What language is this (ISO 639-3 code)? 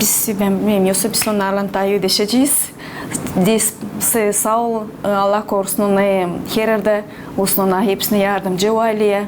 gag